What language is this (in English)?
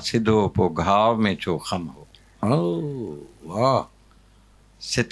Sindhi